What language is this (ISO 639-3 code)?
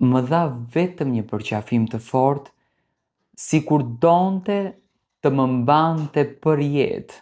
sqi